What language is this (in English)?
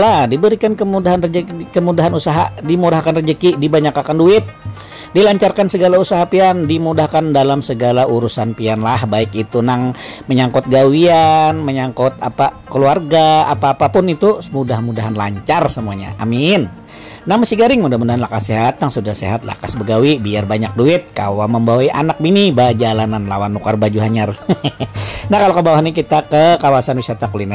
Banjar